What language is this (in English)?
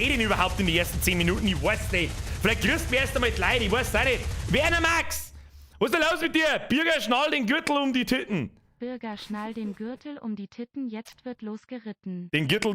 Bavarian